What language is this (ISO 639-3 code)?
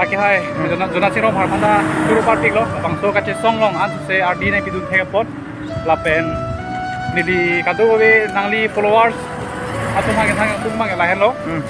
mjw